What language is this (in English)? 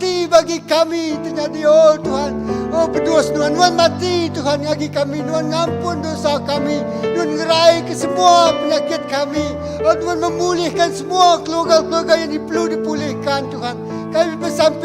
Iban